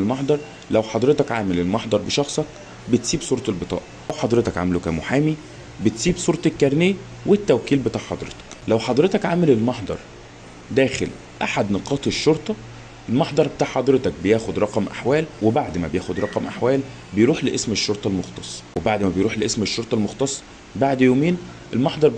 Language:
Egyptian Arabic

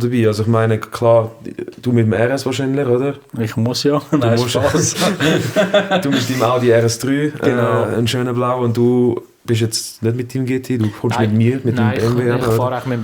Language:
Swiss German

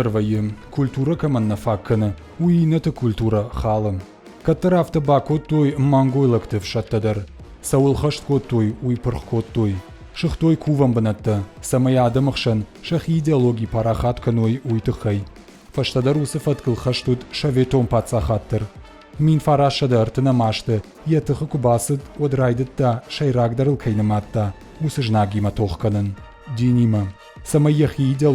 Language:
Ossetic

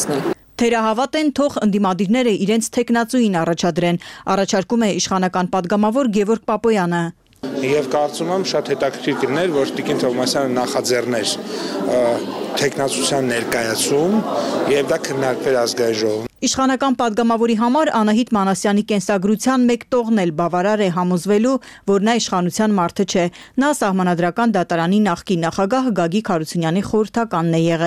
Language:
Armenian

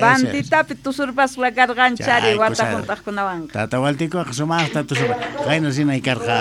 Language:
Quechua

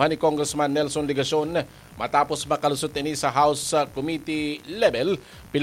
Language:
Bikol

